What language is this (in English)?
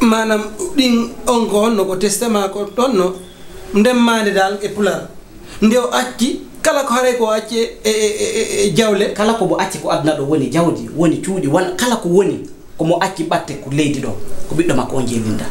Fula